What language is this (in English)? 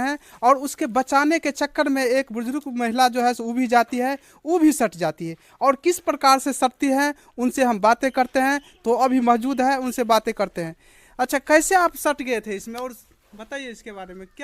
Maithili